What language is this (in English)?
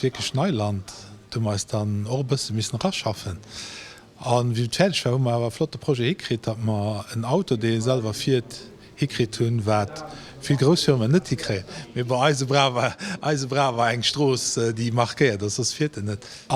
Luxembourgish